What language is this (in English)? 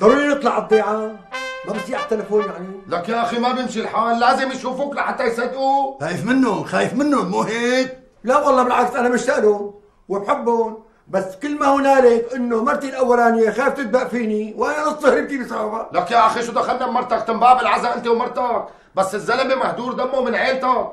North Levantine Arabic